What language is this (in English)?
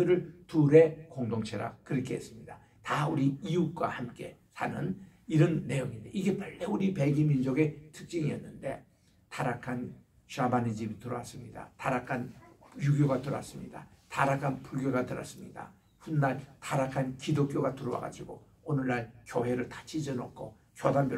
Korean